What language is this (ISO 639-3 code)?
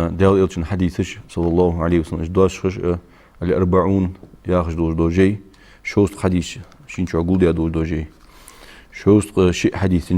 inh